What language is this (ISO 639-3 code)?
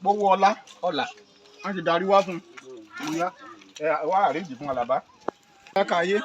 yor